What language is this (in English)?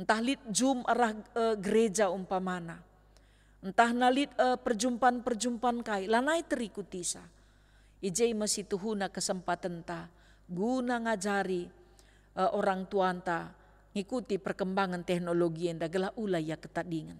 Batak Karo